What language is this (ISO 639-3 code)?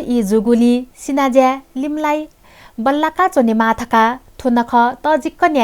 new